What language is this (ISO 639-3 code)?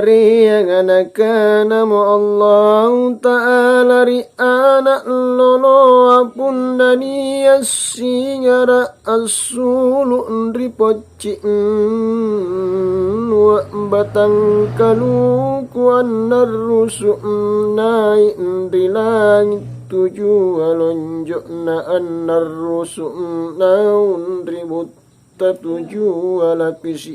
mak